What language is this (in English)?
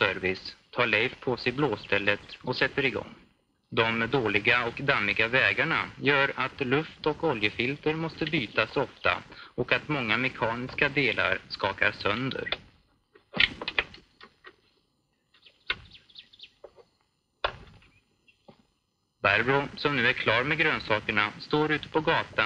Swedish